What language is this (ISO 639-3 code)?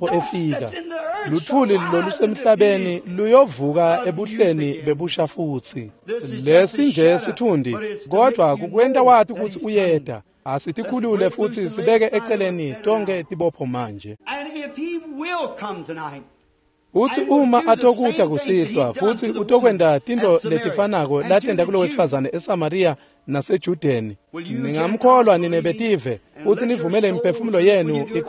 ssw